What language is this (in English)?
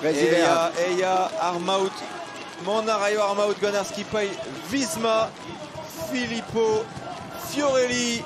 Breton